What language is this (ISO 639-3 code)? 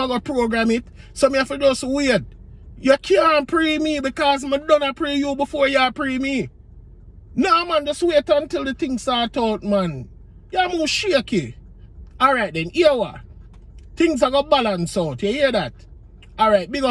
jam